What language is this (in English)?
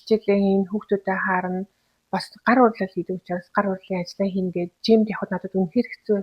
Mongolian